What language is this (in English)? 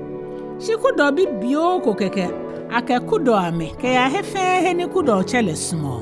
Ga